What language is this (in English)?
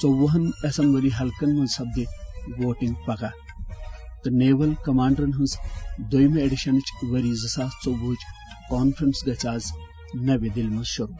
Kashmiri